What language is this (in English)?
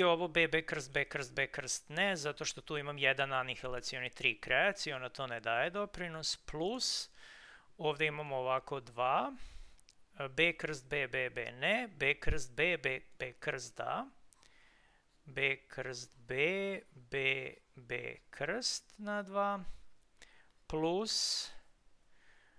Serbian